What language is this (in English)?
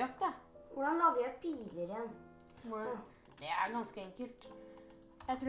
Norwegian